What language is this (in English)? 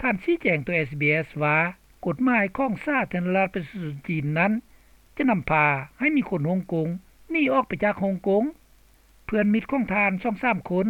Lao